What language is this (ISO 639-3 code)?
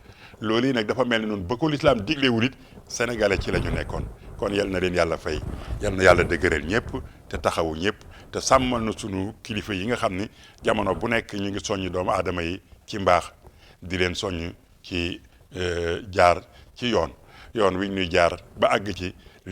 wol